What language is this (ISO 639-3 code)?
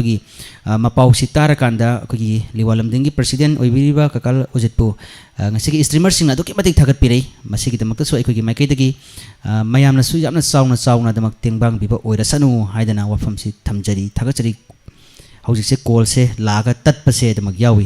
mni